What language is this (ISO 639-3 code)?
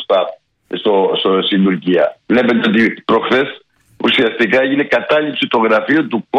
ell